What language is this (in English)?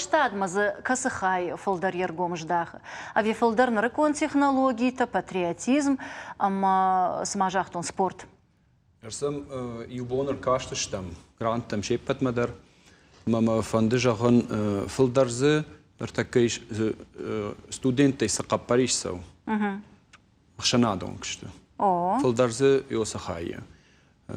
Ossetic